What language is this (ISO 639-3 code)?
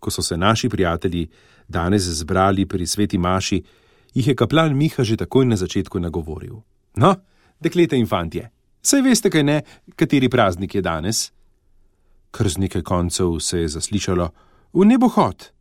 slv